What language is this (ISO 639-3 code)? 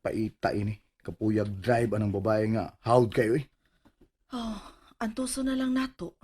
ceb